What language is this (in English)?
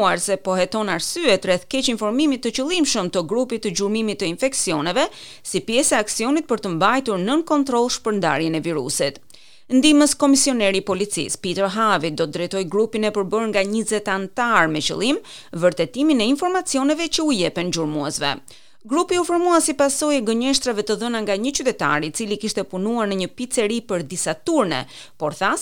Albanian